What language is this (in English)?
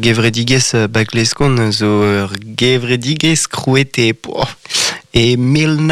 Breton